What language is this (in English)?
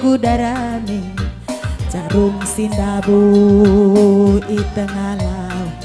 Batak Karo